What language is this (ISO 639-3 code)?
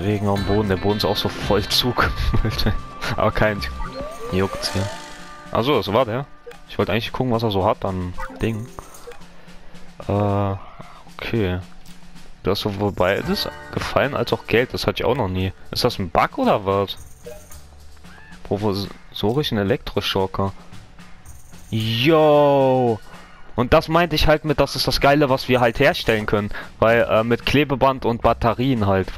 deu